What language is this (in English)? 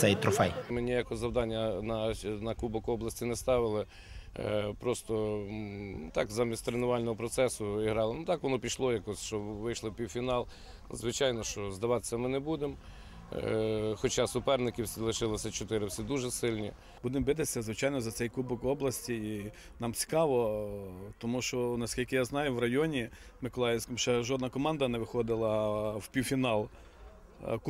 Ukrainian